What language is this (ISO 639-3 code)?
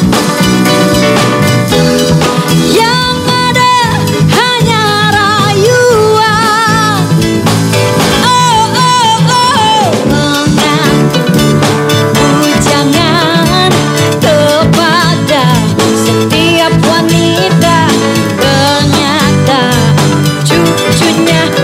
ind